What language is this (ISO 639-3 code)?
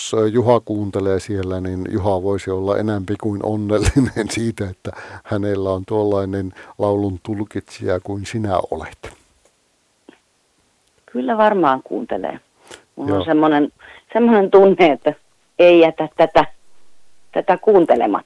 fin